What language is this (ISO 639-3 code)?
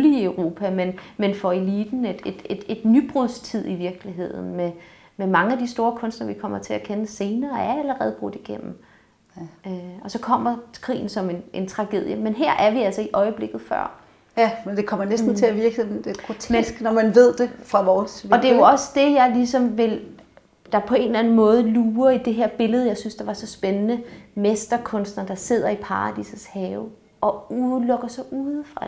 dan